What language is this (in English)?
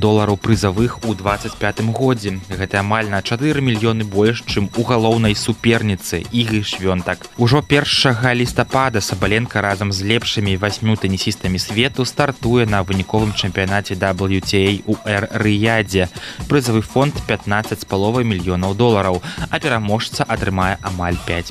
Belarusian